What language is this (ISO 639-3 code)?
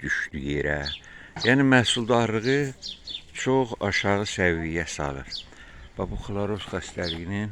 aze